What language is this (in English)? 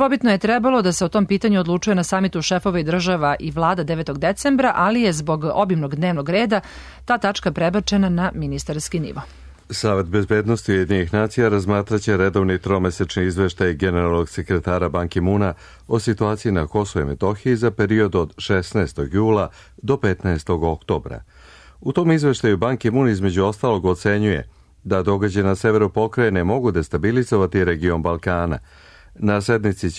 Serbian